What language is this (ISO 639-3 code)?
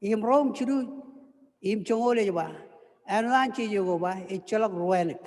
mah